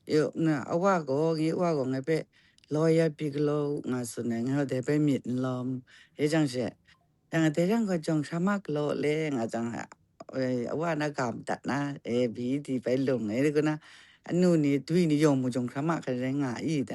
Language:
Kachin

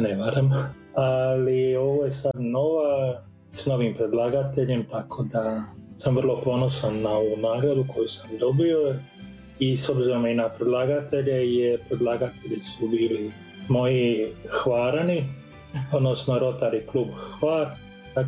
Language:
Croatian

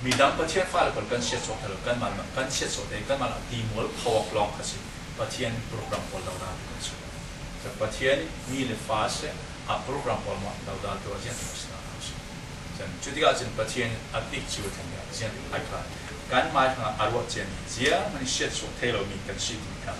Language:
Falam Chin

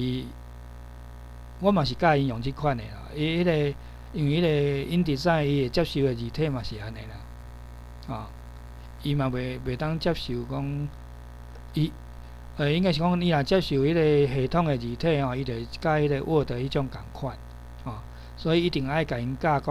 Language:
Min Nan Chinese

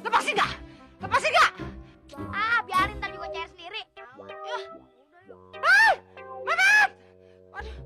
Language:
Betawi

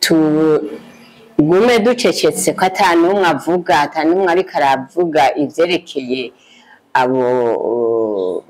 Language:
Rundi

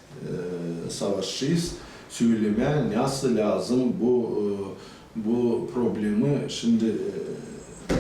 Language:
Gagauz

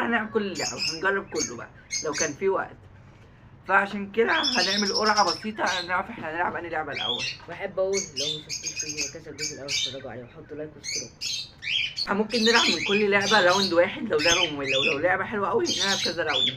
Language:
Egyptian Arabic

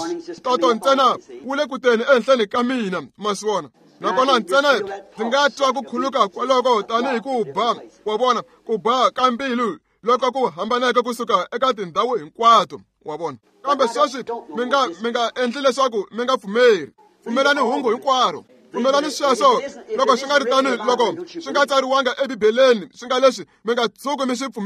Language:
Tsonga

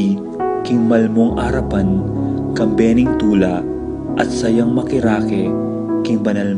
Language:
Pampanga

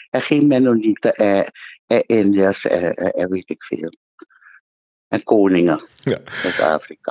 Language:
Dutch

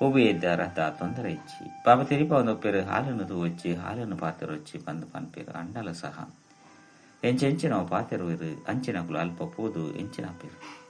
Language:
Tulu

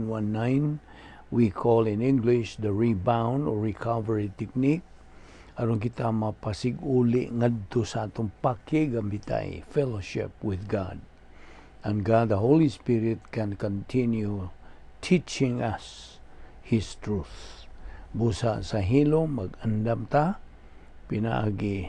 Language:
Cebuano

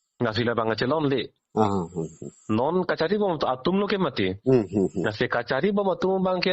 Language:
Karbi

